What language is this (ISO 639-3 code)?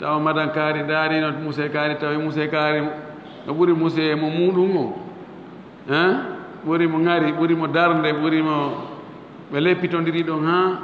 ful